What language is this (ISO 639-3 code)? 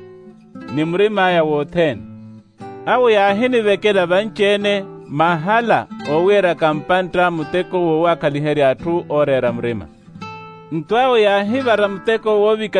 vmw